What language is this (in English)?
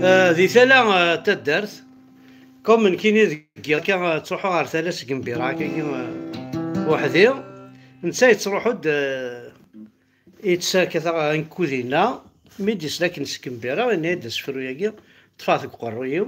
Kabyle